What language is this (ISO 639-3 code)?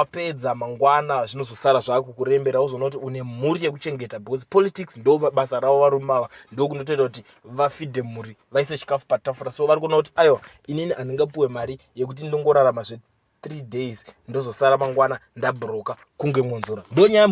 sna